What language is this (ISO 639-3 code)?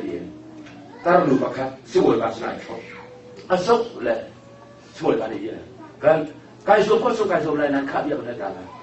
cnh